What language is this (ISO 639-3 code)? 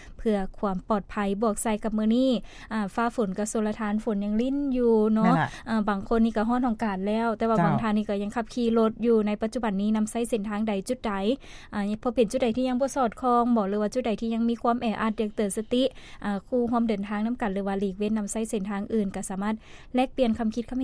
lao